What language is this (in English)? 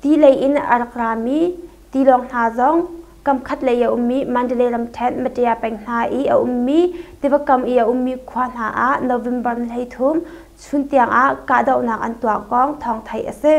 Hakha Chin